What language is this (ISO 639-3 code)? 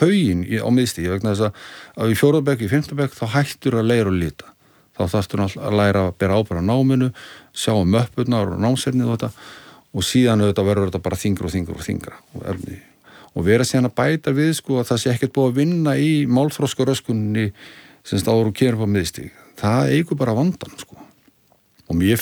isl